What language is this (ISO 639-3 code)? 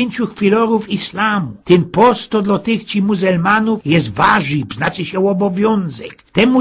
szl